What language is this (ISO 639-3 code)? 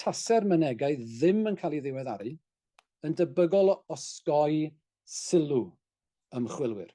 cym